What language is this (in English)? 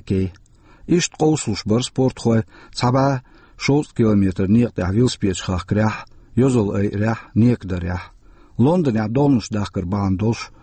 Chechen